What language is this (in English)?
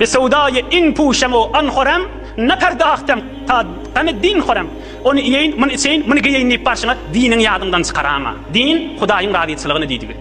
Turkmen